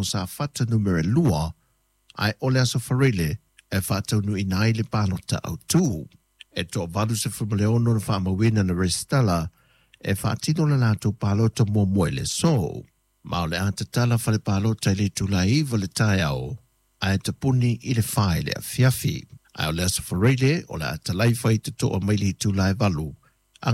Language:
Samoan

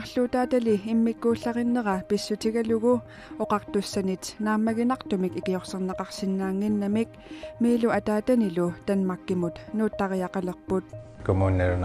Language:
Kalaallisut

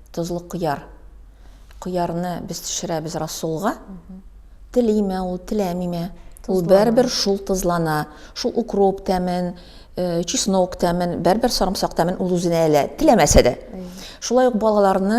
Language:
Tatar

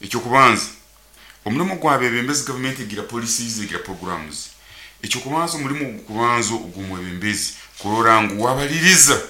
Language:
Nyoro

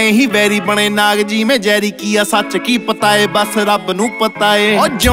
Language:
Punjabi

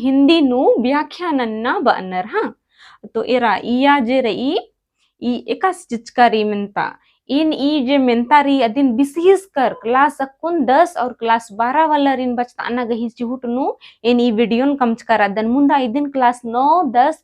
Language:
Kurukh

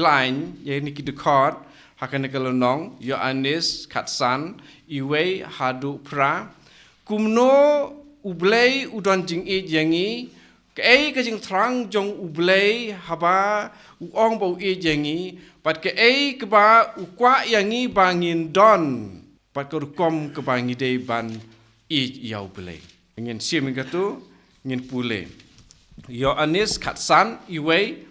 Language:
Khasi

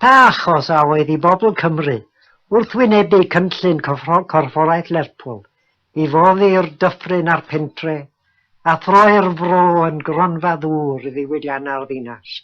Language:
Welsh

